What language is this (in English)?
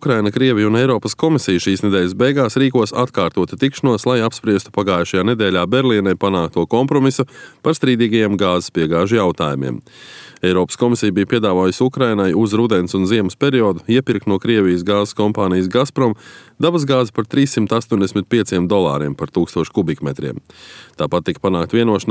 Latvian